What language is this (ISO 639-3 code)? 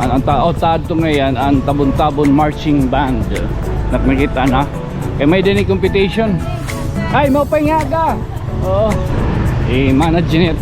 war